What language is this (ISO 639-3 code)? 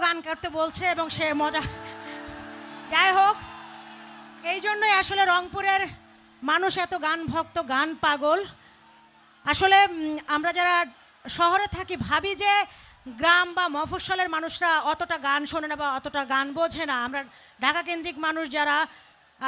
ben